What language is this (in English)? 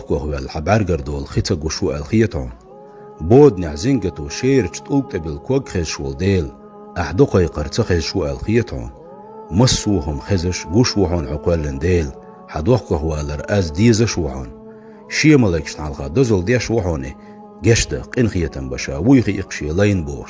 Chechen